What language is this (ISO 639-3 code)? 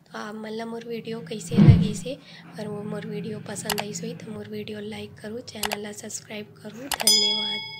hne